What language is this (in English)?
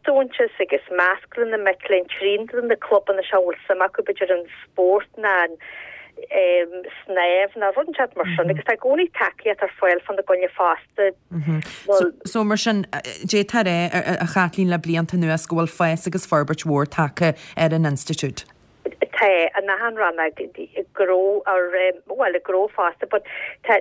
Irish